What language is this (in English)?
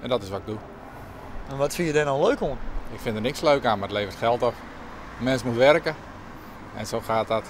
Western Frisian